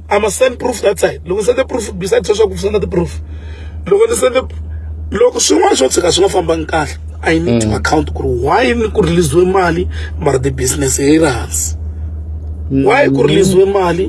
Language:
Tsonga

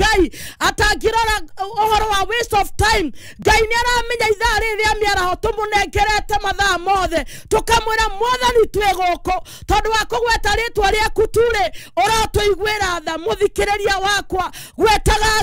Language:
Kikuyu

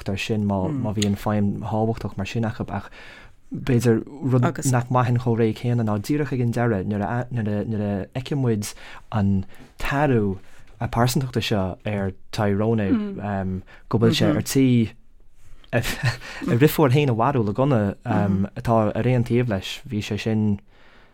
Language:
Irish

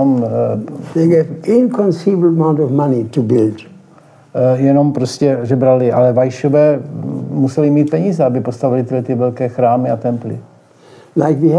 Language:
Czech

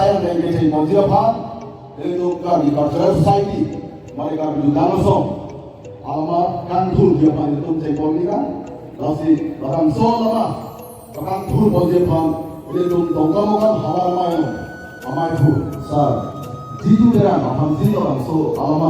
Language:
Karbi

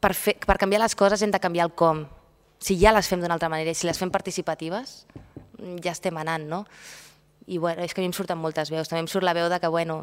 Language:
Catalan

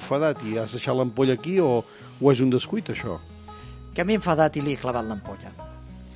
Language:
Catalan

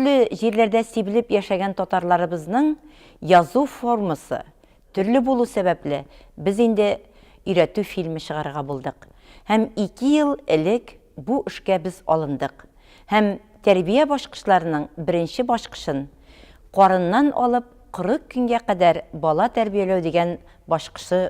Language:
Tatar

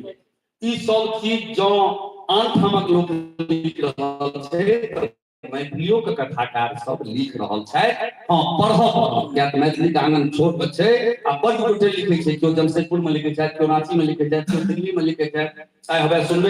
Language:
Maithili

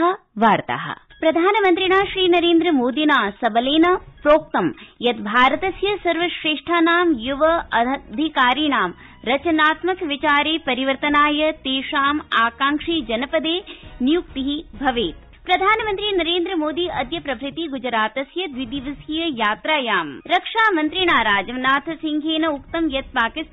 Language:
Sanskrit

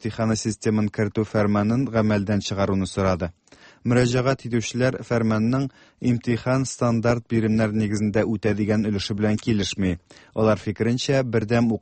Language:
Tatar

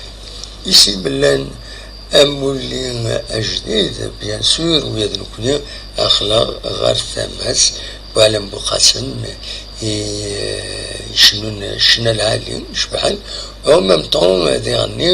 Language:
Kabyle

